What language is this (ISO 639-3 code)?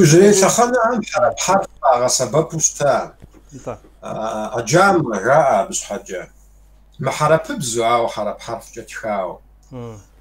kbd